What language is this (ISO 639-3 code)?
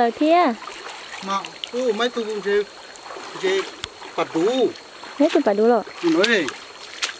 vie